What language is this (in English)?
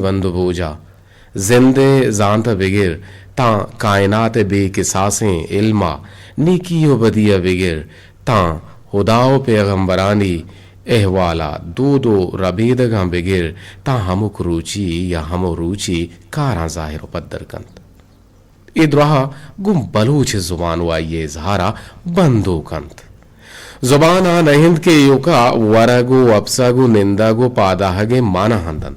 Eastern Balochi